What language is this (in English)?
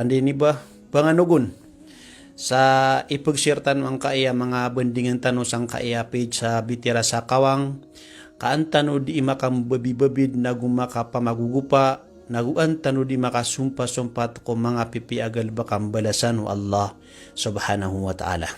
Maranao